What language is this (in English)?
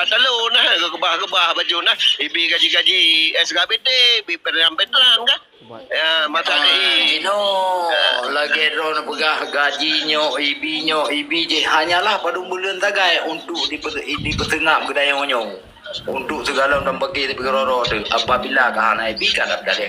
Achinese